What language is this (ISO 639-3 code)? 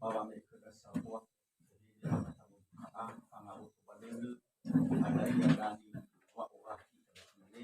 nia